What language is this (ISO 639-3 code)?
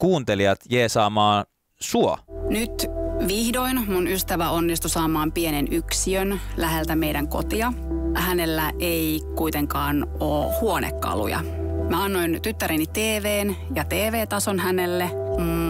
fin